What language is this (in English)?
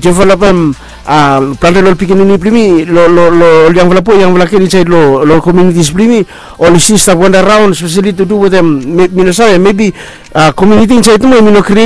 Bislama